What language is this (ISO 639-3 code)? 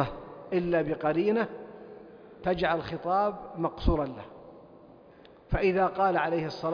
ara